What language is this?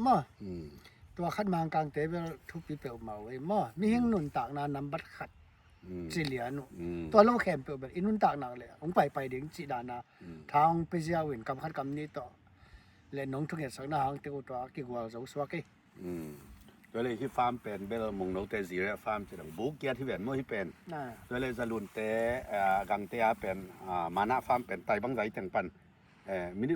Tedim Chin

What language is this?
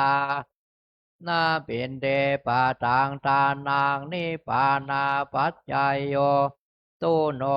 Pali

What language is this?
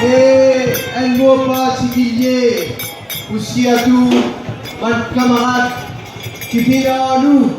Morisyen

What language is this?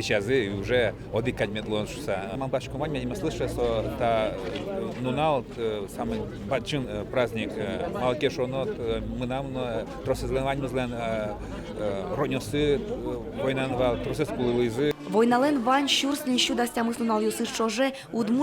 Udmurt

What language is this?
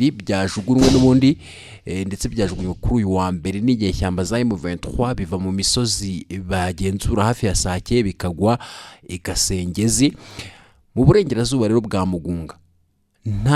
Kinyarwanda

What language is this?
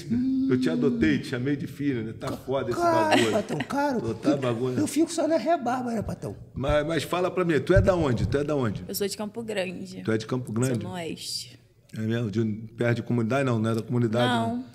Portuguese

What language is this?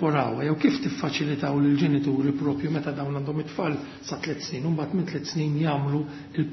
Maltese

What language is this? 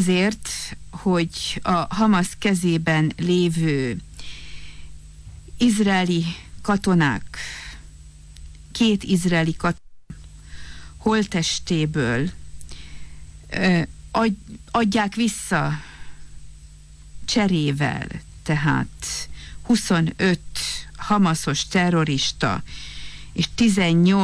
Hungarian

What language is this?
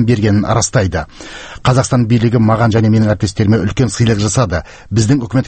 Kazakh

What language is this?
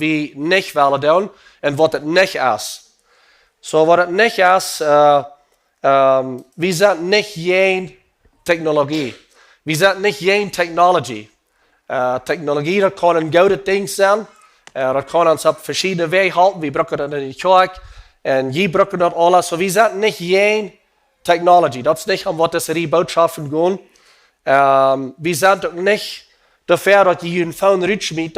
Plautdietsch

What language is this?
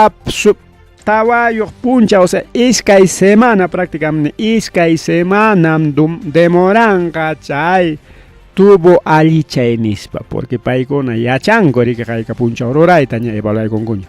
Ayacucho Quechua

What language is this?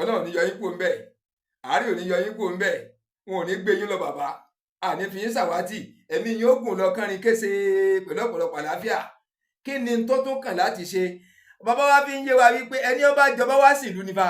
Yoruba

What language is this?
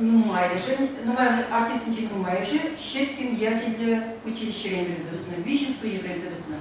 Chuvash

